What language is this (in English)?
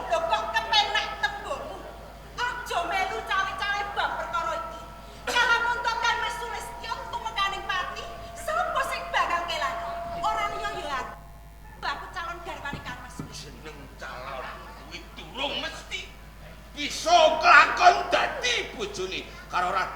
Javanese